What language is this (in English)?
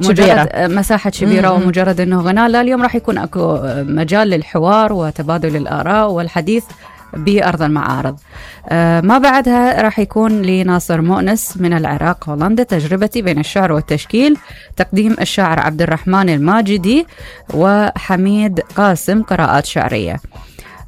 Mesopotamian Arabic